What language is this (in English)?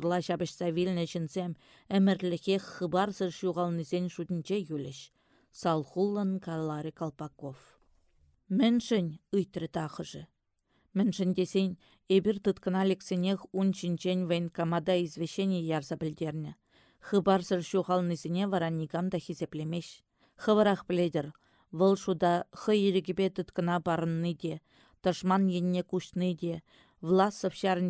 Chuvash